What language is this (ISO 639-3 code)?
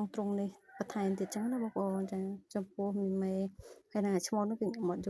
khm